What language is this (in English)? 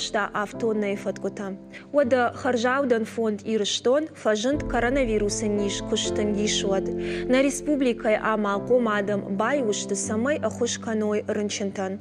Ossetic